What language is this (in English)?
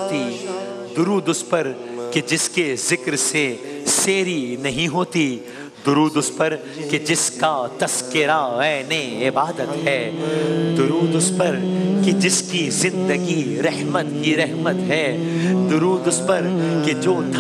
Urdu